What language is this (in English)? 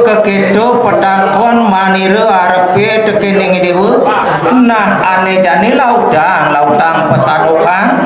Balinese